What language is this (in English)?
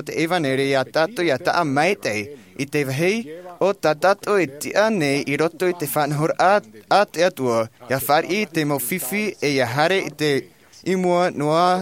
Tahitian